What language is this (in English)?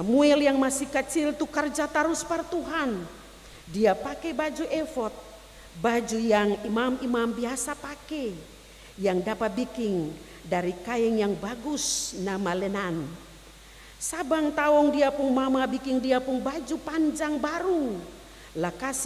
Ambonese Malay